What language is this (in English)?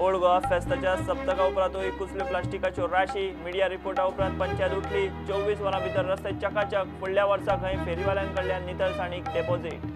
Konkani